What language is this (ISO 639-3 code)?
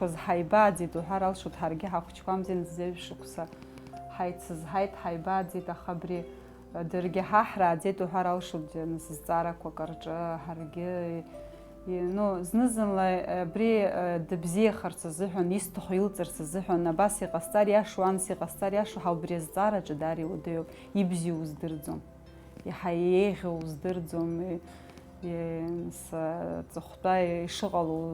abk